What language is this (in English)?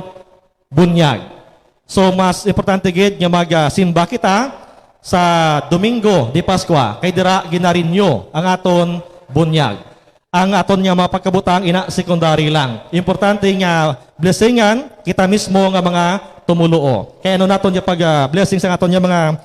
Hiligaynon